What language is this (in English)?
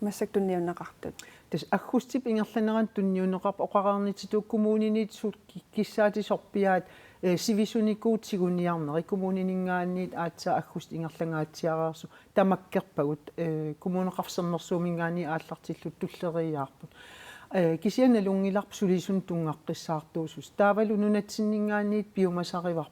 Kalaallisut